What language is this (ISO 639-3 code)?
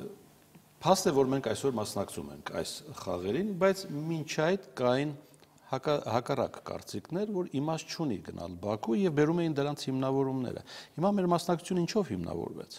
hye